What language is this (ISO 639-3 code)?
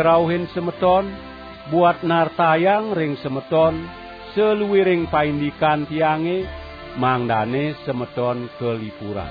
ban